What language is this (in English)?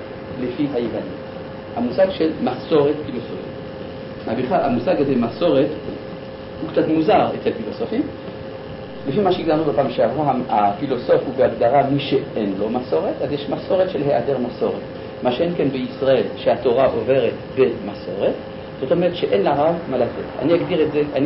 Hebrew